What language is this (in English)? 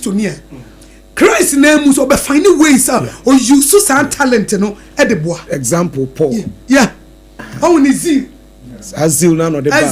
Akan